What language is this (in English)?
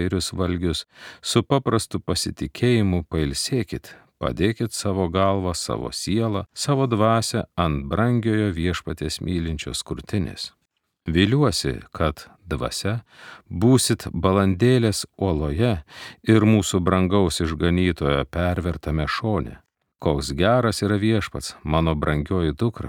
Lithuanian